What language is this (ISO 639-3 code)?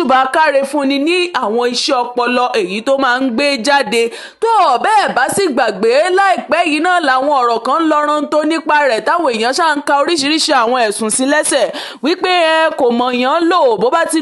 yor